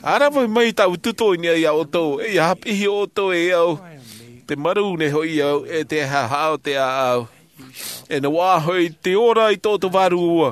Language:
Tahitian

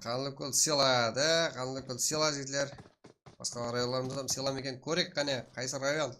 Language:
Kara-Kalpak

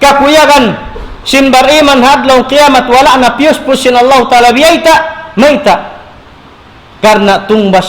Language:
Tausug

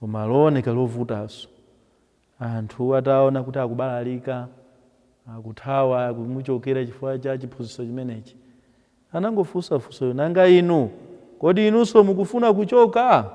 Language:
Nyanja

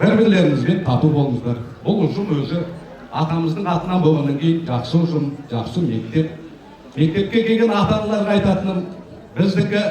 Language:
Kazakh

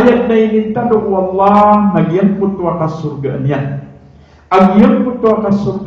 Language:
Maranao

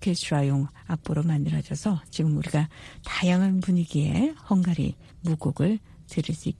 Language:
Korean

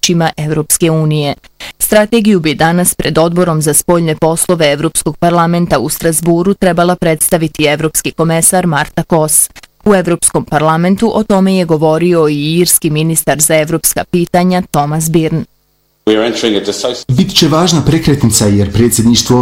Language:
Bosnian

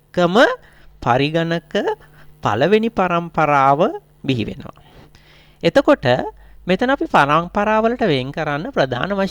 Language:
Sinhala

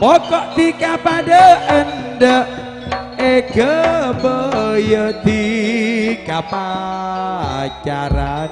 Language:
Madurese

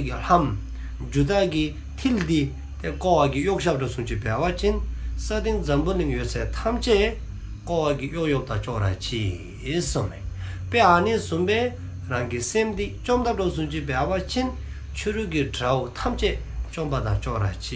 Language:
Dzongkha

